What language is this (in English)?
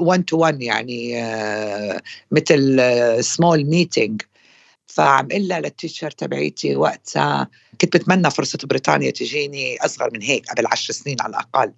North Levantine Arabic